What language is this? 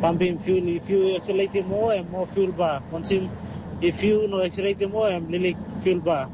Tok Pisin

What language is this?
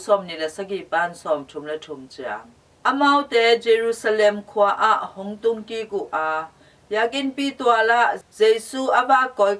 Tedim Chin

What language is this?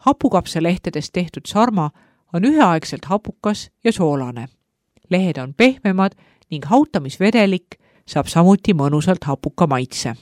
Estonian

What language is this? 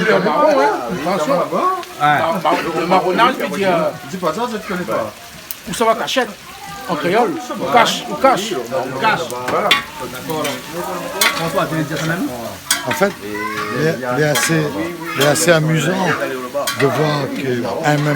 Réunion Creole French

